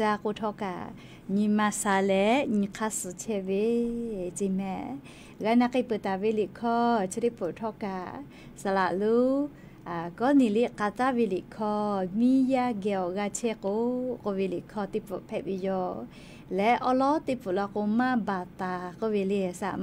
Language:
Lahu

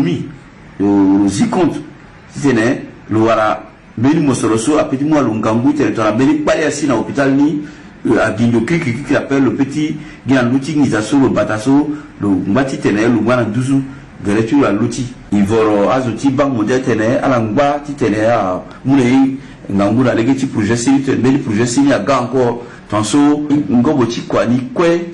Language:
Sango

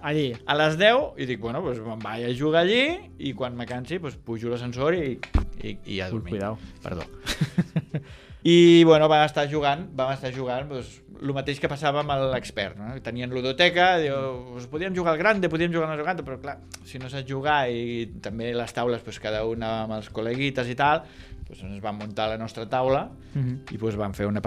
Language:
Catalan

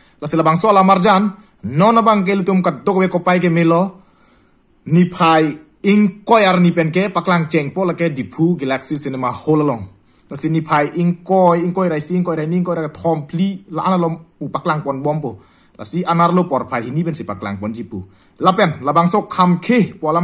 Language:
Karbi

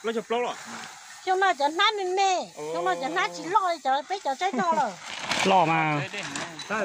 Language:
Hmong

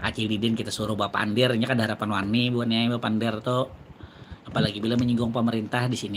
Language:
Banjar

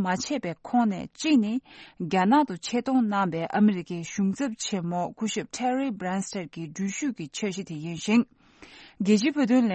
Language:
Tibetan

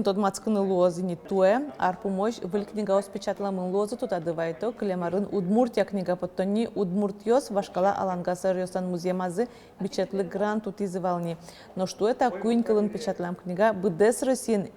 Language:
Udmurt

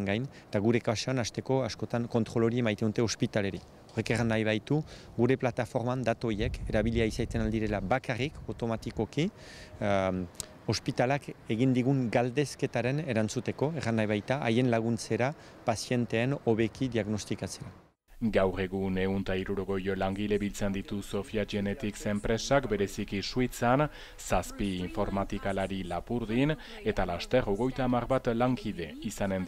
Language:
Basque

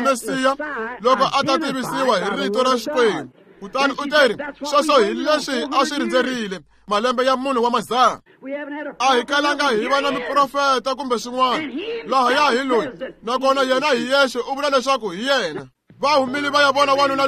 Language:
Tsonga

